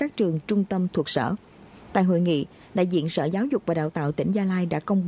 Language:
Vietnamese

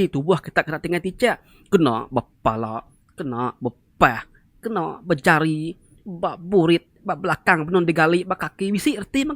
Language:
Iban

